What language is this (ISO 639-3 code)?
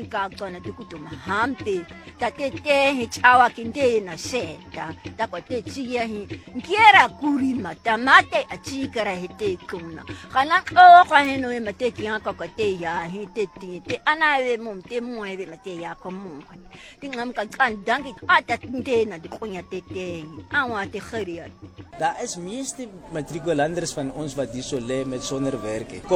afr